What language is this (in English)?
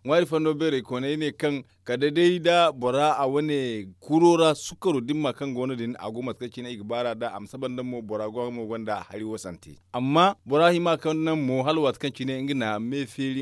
Zarma